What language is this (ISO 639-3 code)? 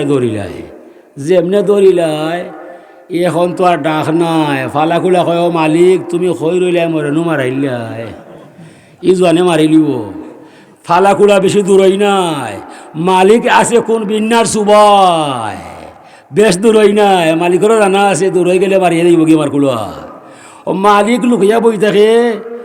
syl